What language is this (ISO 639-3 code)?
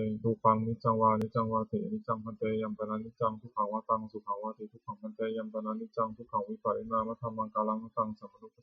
pli